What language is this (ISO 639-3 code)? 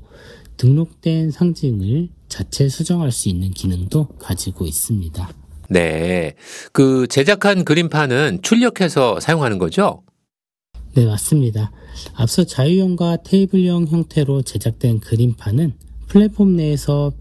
kor